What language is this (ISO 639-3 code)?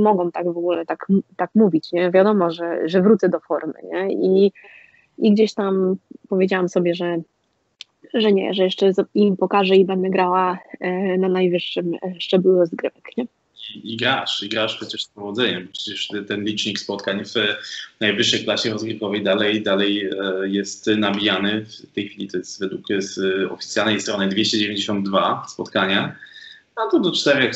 pol